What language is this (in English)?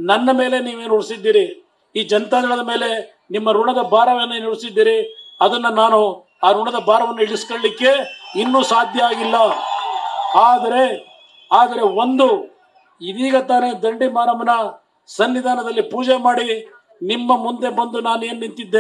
Kannada